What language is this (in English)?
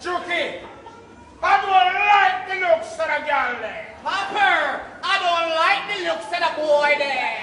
Jamaican Creole English